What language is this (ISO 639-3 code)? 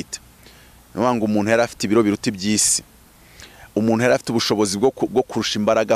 kin